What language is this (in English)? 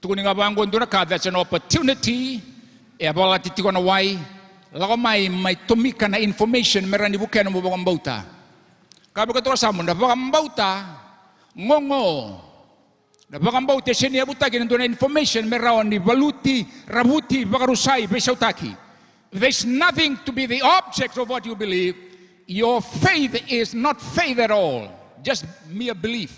Fijian